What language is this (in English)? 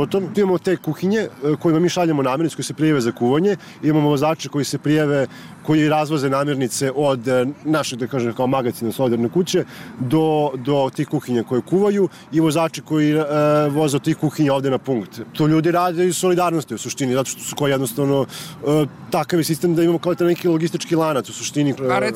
Serbian